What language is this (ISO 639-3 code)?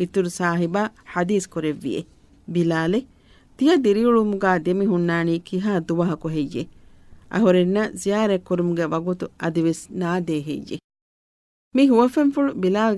div